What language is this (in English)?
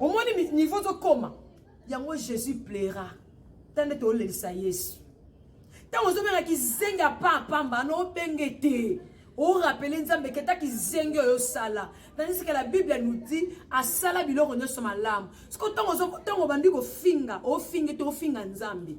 Lingala